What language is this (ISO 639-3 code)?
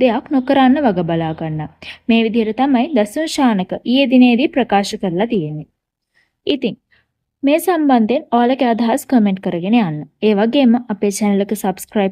sin